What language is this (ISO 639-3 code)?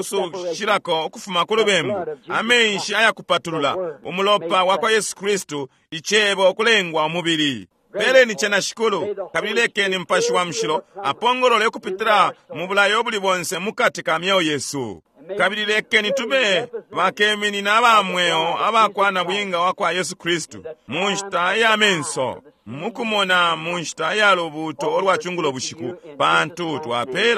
bem